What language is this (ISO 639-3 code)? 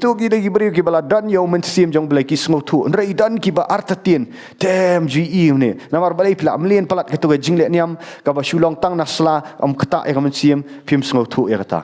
kha